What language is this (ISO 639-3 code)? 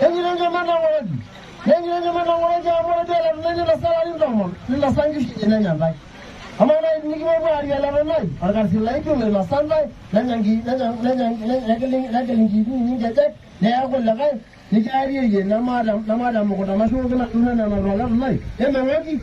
mas